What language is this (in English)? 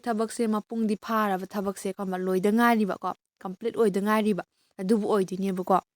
Manipuri